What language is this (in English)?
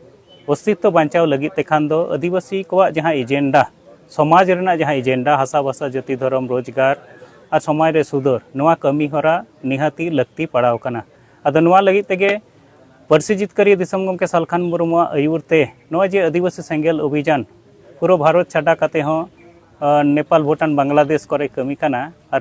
Santali